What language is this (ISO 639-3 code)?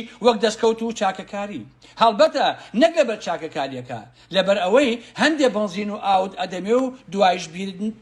ckb